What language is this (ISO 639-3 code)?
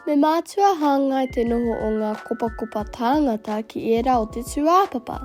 mri